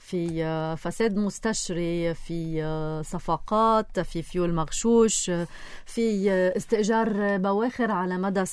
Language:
North Levantine Arabic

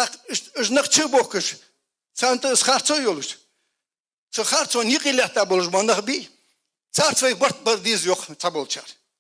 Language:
Ingush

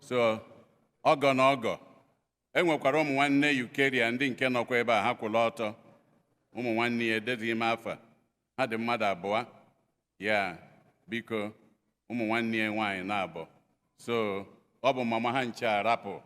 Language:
Igbo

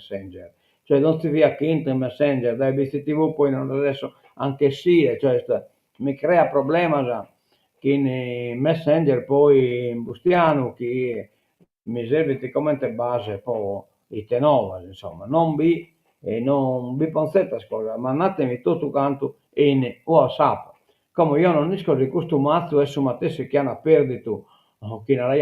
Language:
Sardinian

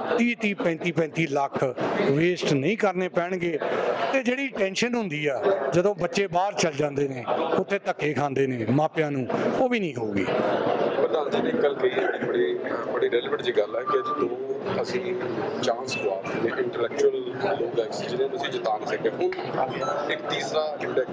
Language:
Punjabi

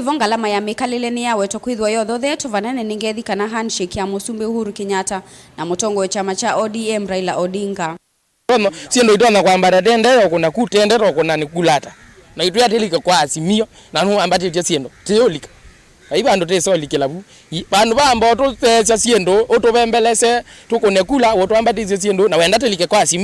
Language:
Kamba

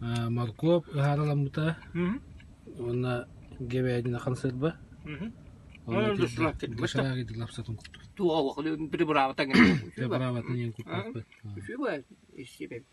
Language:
Yakut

